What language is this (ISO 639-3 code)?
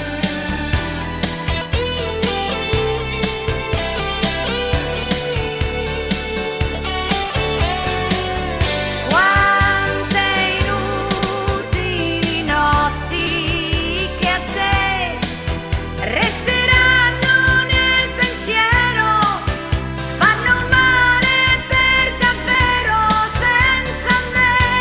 ita